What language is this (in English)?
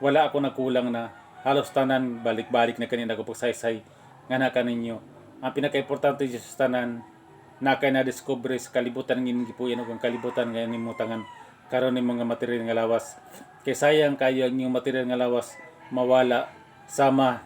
Cebuano